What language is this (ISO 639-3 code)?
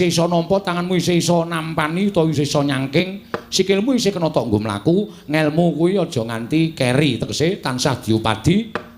jav